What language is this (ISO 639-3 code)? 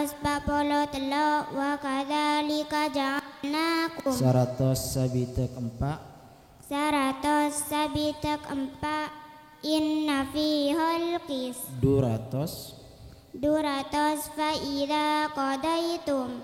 mad